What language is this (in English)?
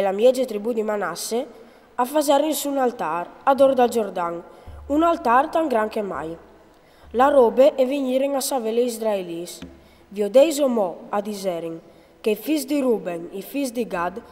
Friulian